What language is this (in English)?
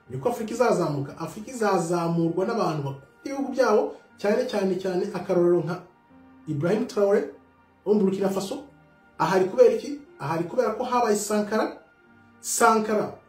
Kinyarwanda